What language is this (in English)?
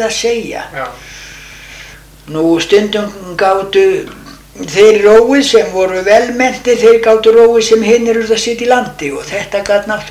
Icelandic